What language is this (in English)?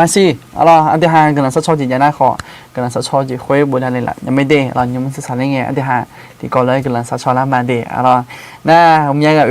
Akha